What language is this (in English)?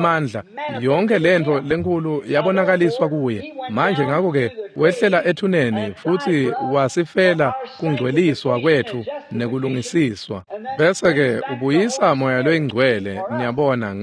Swati